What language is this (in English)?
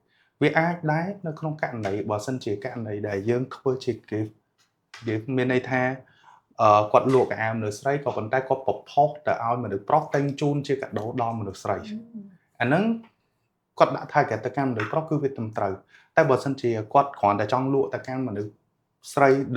Khmer